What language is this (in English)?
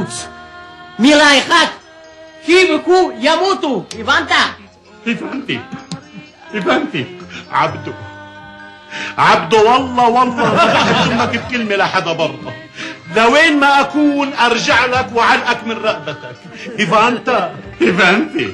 Hebrew